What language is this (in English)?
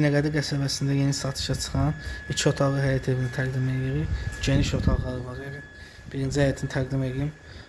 Azerbaijani